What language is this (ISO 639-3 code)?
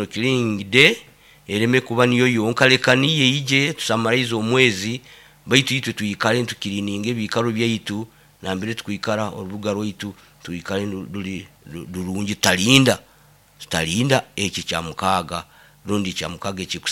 nyo